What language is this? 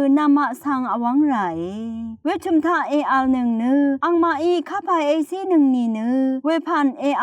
Rawang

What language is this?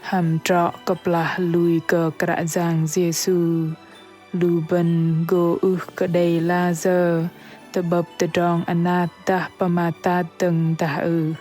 Bahnar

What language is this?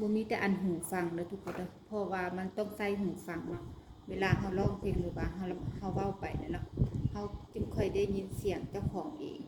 Lao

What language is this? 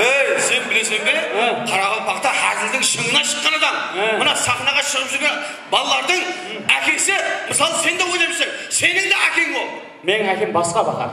Kara-Kalpak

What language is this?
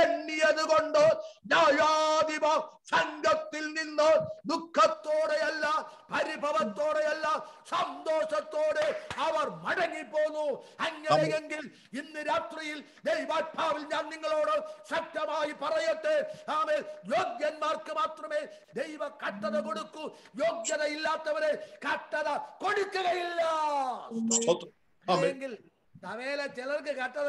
Malayalam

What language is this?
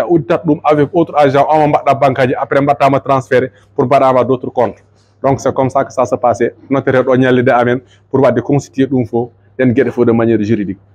Fula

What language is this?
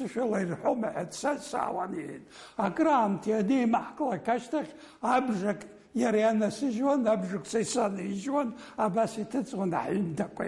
Abkhazian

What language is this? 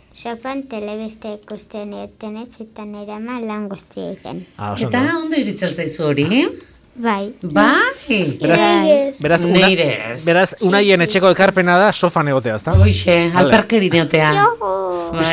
Basque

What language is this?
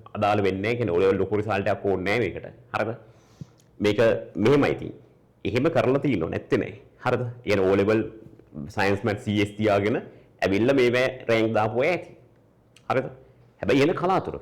Sinhala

